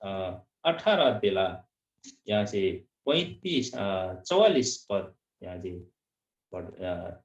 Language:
Eastern Tamang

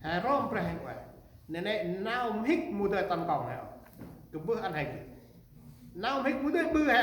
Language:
Central Mnong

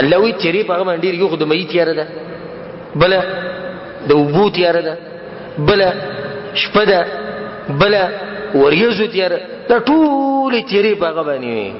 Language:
Pashto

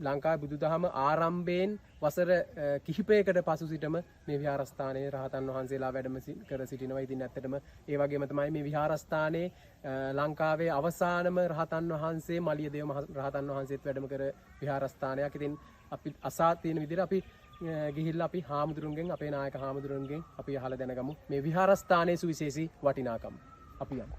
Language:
Sinhala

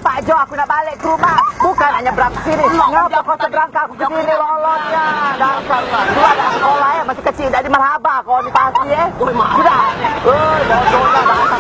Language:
Musi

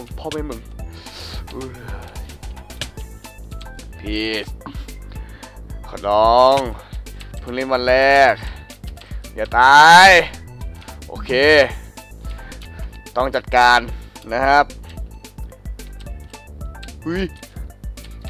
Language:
Thai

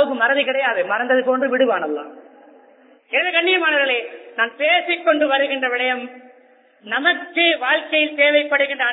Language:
Tamil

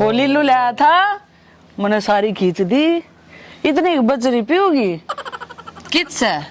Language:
Haryanvi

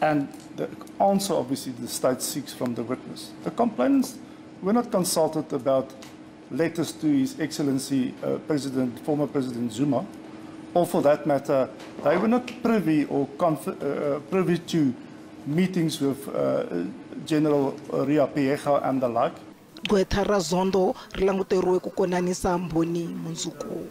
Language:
Tsonga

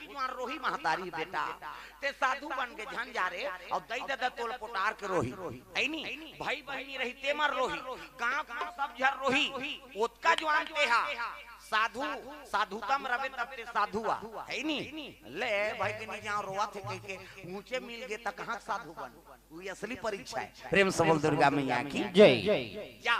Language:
Chhattisgarhi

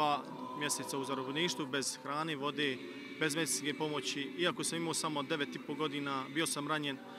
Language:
Bosnian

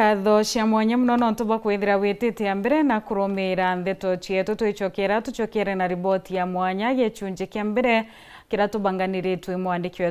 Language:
Meru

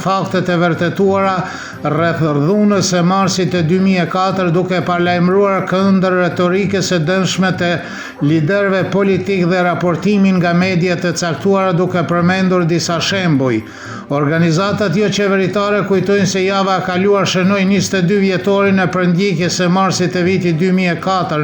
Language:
Albanian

